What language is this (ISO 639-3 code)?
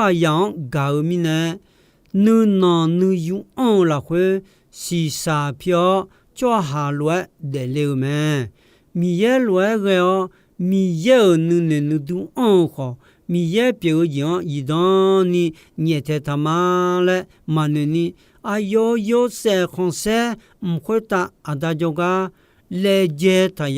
ahk